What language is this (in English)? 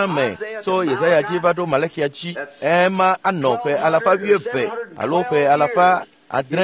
Ewe